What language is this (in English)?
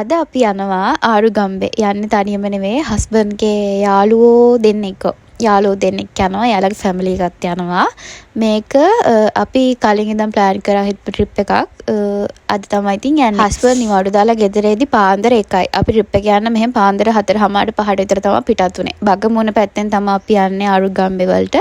Sinhala